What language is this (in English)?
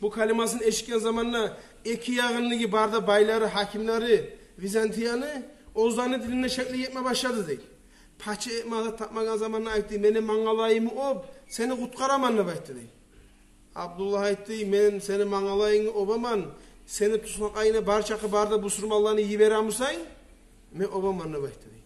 Kumyk